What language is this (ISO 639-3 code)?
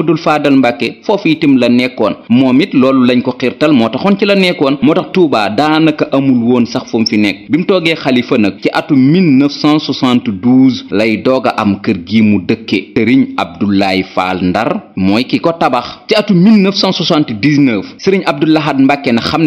wol